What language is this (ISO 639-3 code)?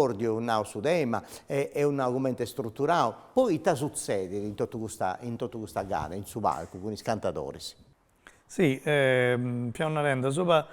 srd